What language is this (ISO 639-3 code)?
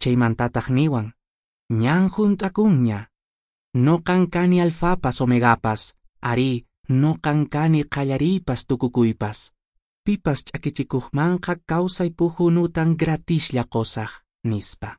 que